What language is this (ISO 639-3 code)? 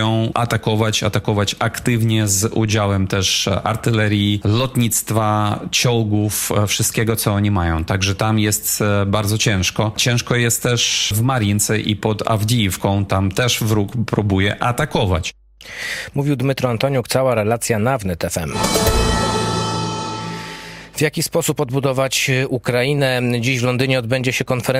pol